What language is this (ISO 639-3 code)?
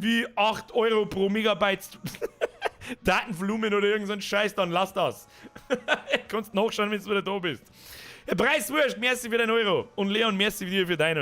bar